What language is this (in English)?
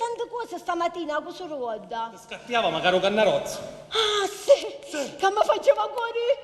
Sicilian